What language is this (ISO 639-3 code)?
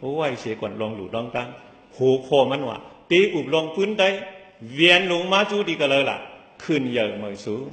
shn